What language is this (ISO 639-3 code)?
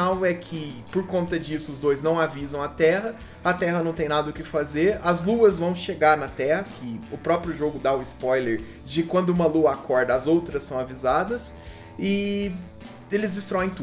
por